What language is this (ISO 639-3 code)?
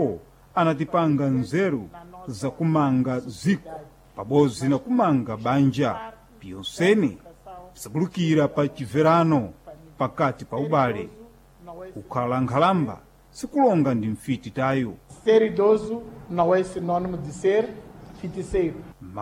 seh